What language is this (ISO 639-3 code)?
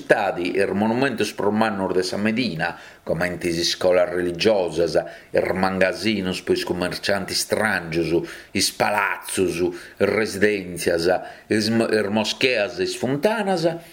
srd